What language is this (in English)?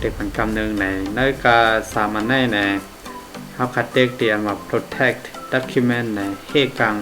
Shan